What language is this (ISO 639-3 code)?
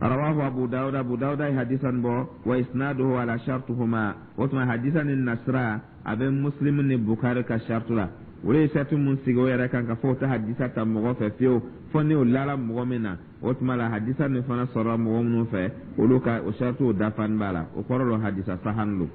dyu